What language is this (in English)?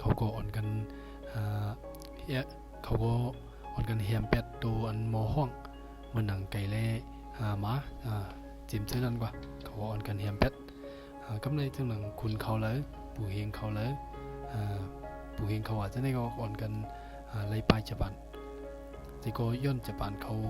Shan